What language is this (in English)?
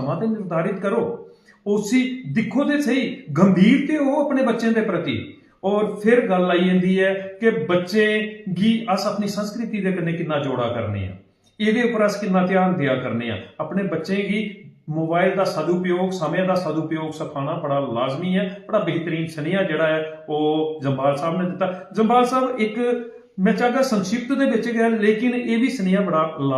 Dogri